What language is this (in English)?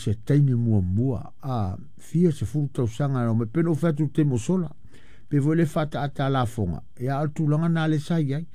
Samoan